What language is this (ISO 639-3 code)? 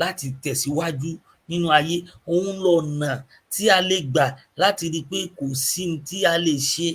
yor